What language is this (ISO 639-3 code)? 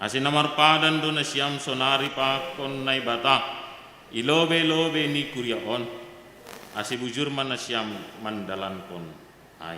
bts